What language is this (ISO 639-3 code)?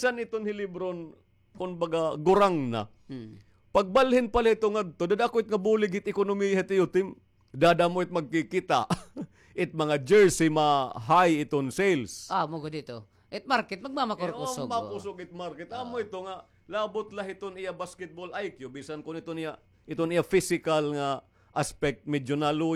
war